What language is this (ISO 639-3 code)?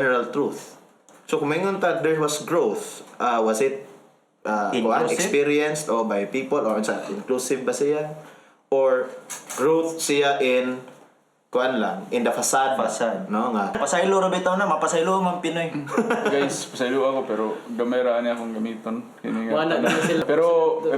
ceb